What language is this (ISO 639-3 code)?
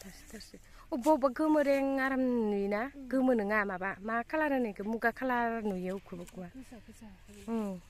brx